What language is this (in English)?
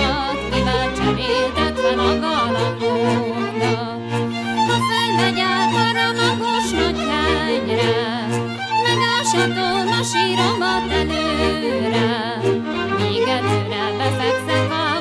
Hungarian